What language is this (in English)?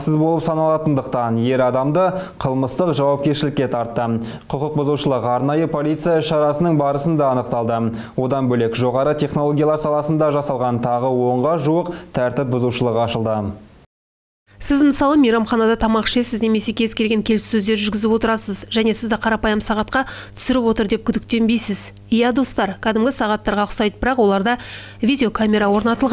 Kazakh